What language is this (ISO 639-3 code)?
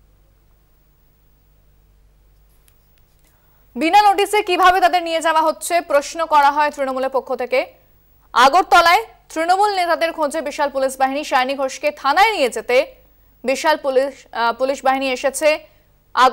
ben